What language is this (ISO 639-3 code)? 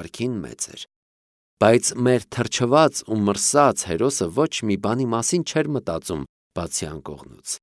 hye